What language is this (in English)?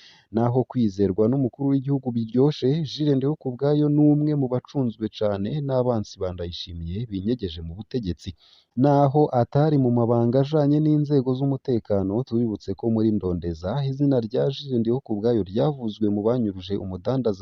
Rundi